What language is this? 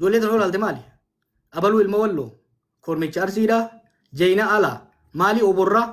Oromo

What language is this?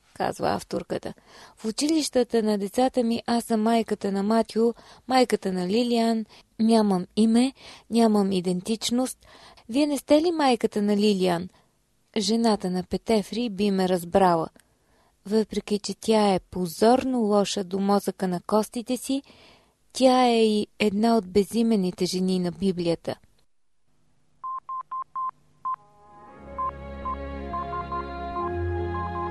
Bulgarian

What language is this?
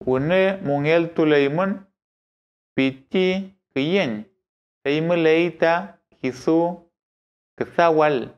Mapuche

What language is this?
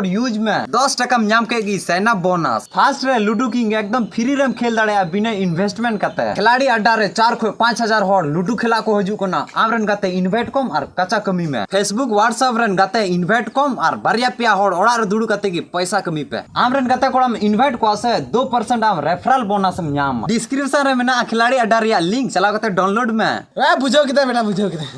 Santali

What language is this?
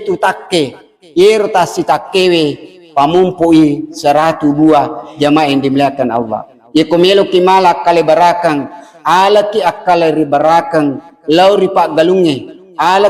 Buginese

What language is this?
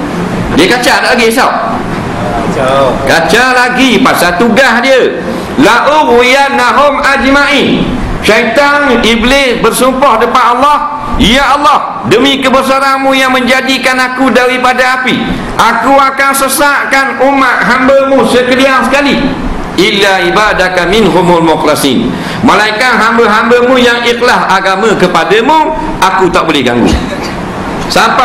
Malay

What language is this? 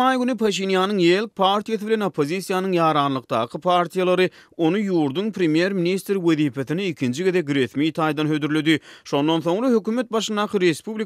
Turkmen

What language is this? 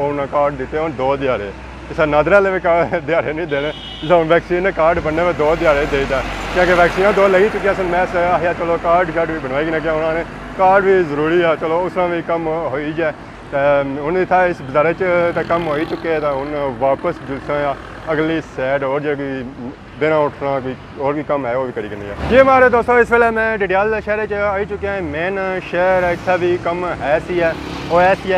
Pahari-Potwari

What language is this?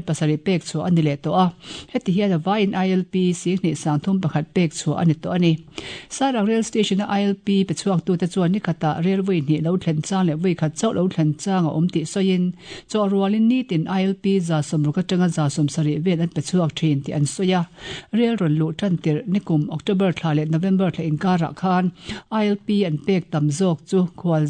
Mizo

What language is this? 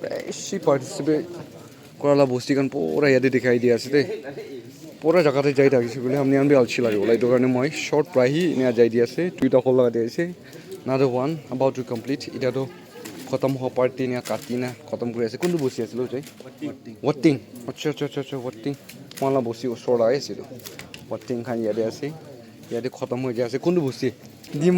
Naga Pidgin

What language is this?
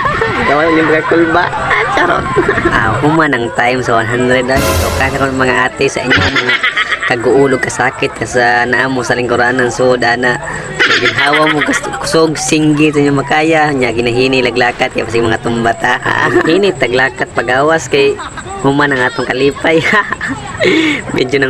Cebuano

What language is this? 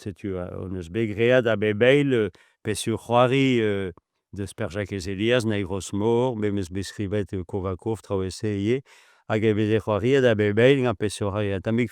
Breton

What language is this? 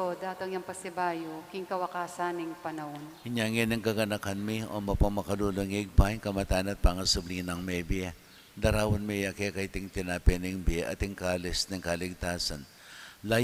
Pampanga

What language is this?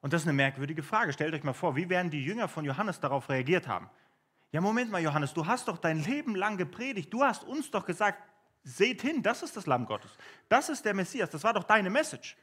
Swiss German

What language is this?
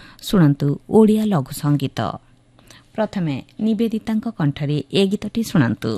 Odia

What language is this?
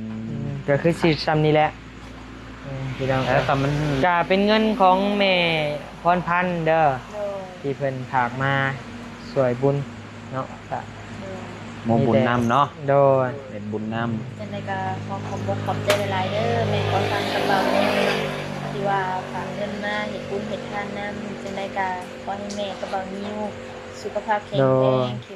Lao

